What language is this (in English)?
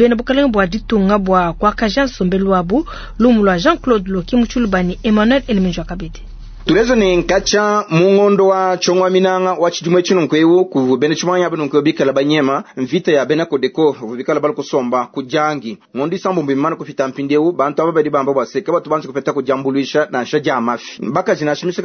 Luba-Lulua